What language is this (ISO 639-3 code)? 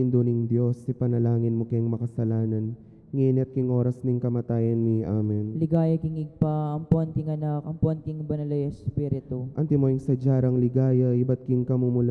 pam